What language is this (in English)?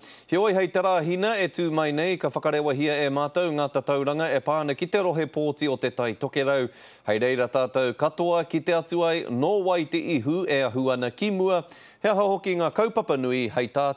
Māori